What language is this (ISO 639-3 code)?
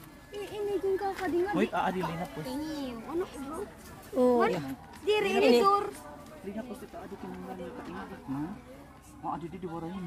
war